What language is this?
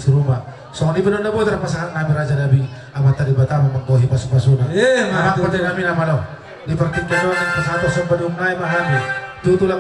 Batak Toba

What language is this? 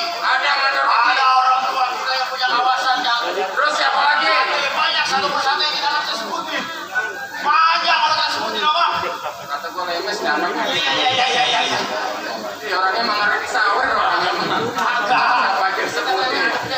Betawi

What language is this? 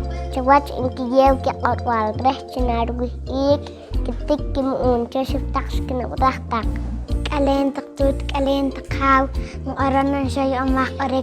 Poqomchi'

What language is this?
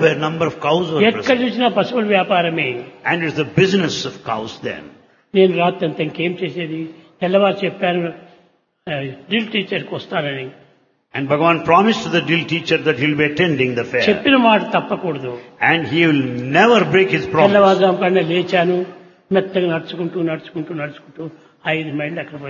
Telugu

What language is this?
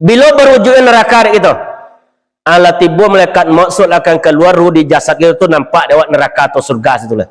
Minangkabau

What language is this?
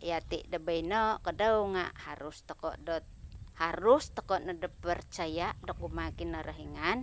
Central Dusun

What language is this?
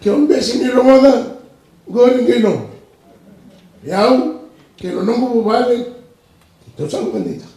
Fijian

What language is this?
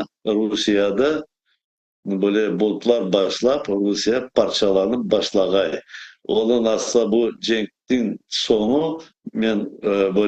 Crimean Tatar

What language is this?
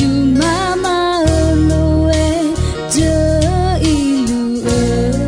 Akha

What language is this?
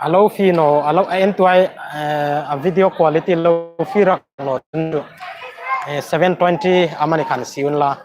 Hmar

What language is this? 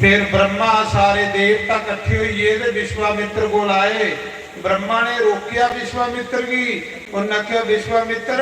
Dogri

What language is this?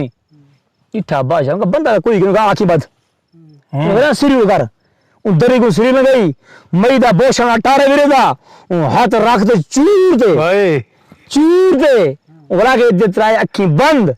Saraiki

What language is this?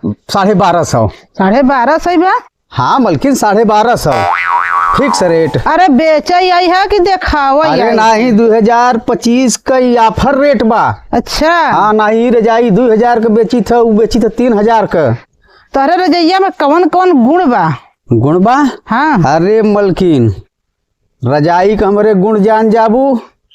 Bhojpuri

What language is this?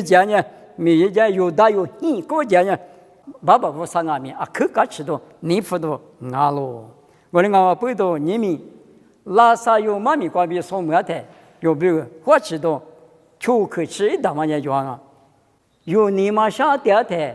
Lisu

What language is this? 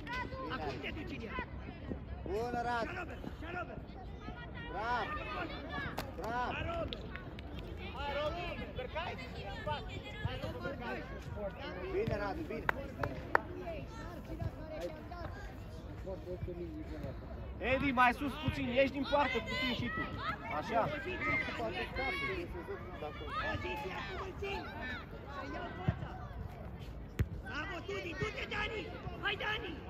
Romanian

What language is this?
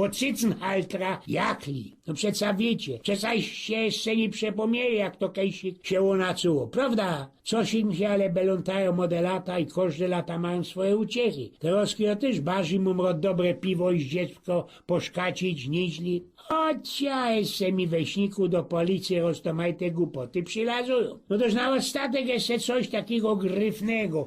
Silesian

